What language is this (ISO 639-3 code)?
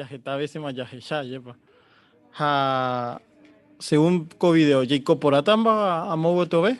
grn